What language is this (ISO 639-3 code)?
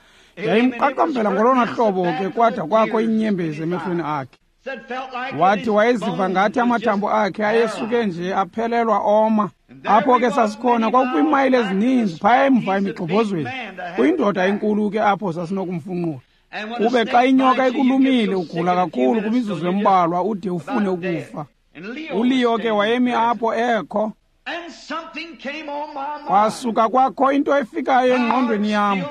xho